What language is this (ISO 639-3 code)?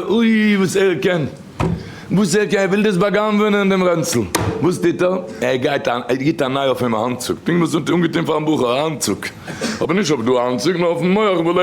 yid